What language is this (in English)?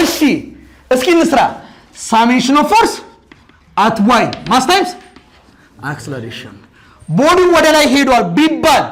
Amharic